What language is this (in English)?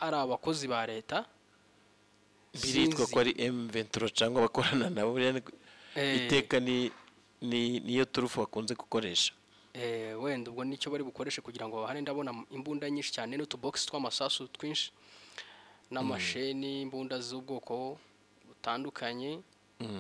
Kinyarwanda